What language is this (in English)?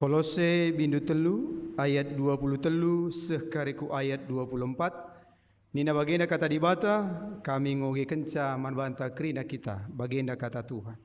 Batak Karo